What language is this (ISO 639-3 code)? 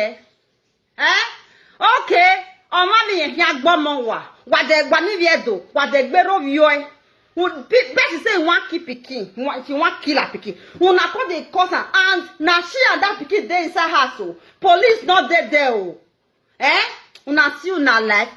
pcm